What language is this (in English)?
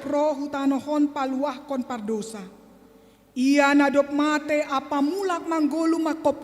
Batak Simalungun